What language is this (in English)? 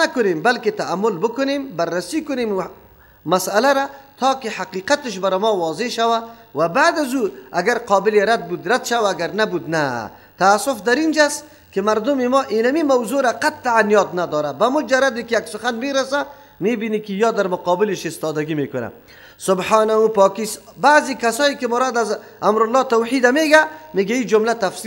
Persian